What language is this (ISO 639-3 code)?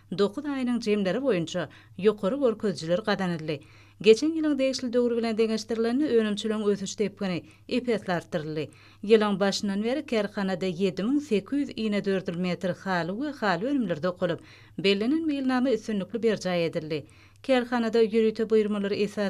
tuk